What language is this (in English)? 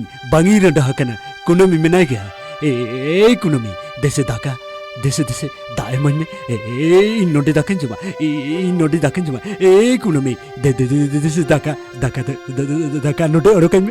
Santali